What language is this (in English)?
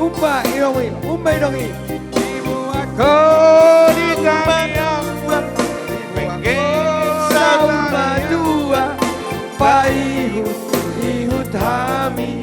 Batak Toba